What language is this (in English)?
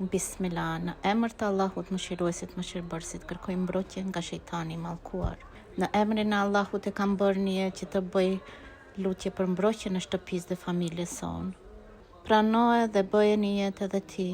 Albanian